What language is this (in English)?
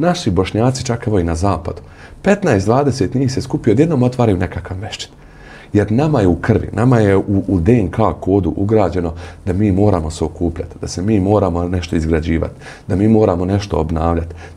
Bosnian